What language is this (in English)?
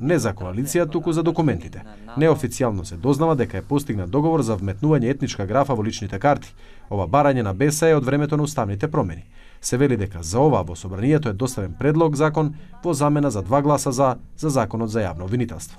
Macedonian